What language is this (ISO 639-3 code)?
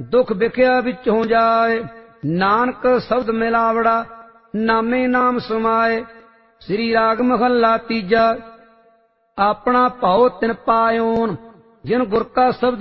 pan